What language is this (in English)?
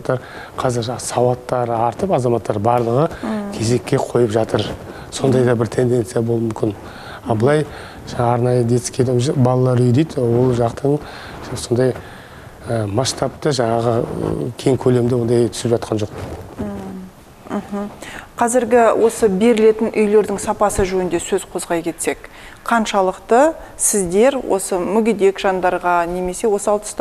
Kazakh